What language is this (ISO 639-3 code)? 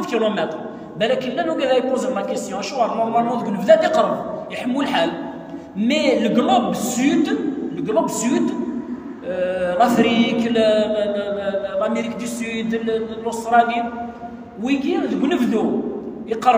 kab